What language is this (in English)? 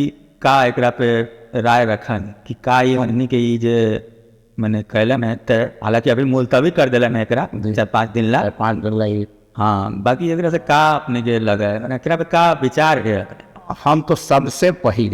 Magahi